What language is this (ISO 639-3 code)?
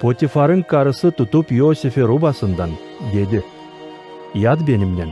gag